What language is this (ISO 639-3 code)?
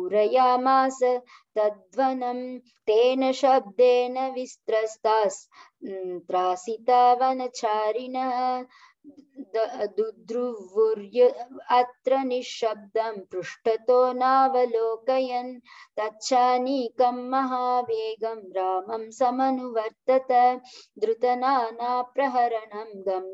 san